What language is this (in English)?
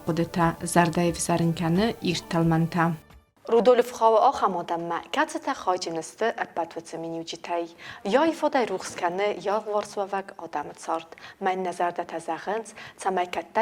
Ossetic